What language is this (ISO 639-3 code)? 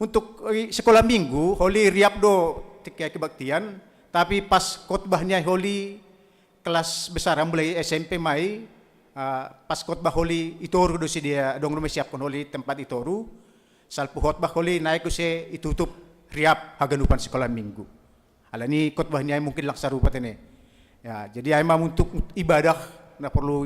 bts